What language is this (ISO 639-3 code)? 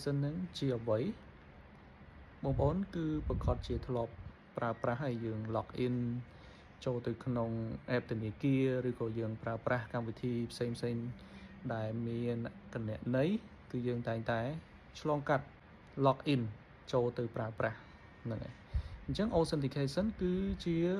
khm